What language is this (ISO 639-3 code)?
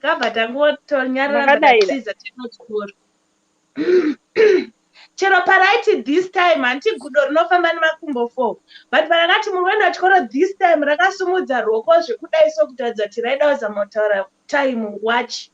sna